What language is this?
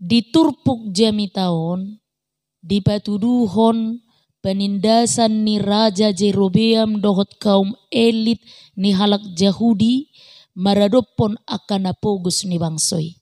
Batak Toba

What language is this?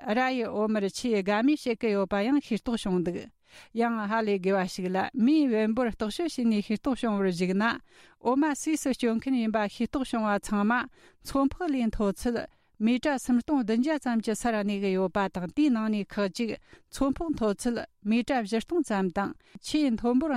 Tibetan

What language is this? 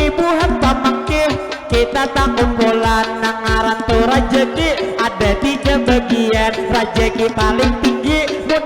Banjar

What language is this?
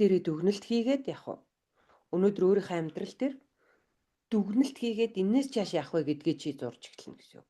Mongolian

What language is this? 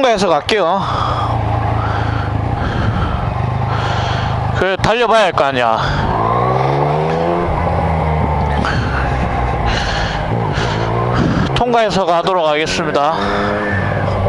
Korean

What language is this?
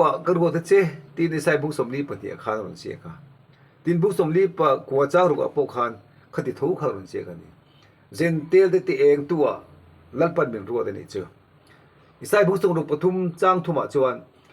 Mizo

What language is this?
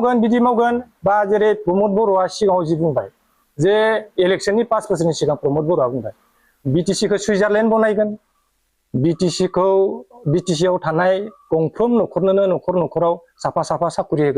Bodo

